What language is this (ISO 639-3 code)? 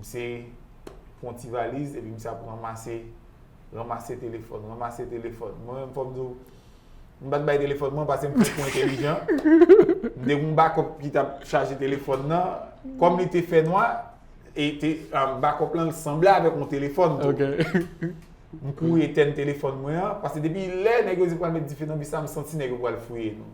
hat